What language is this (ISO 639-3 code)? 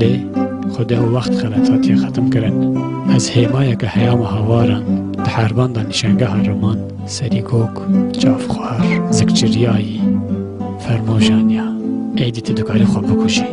kur